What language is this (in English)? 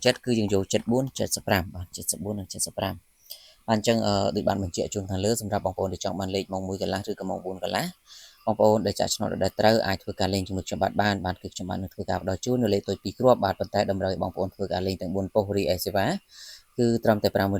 Khmer